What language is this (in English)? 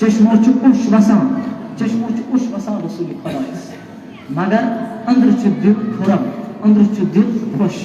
Kashmiri